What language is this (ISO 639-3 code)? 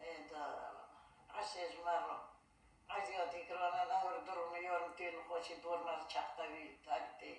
kur